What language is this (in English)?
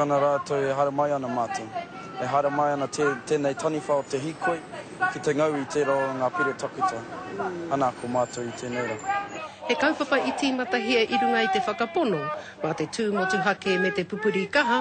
Māori